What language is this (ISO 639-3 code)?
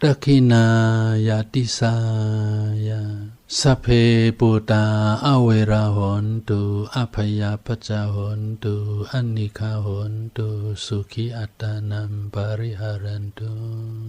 shn